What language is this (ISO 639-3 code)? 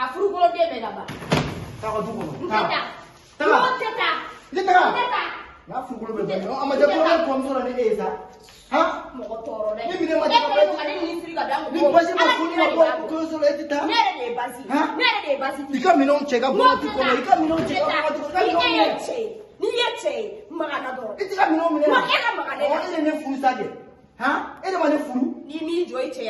bam